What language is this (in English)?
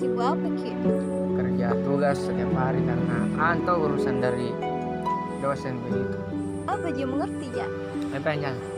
Makassar Malay